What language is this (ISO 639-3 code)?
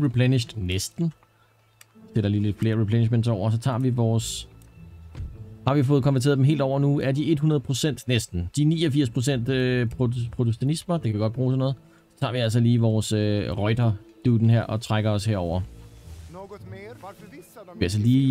dan